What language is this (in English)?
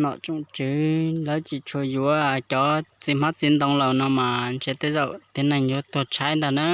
Hmong